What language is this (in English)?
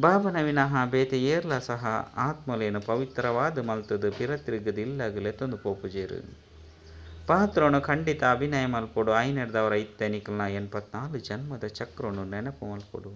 Tulu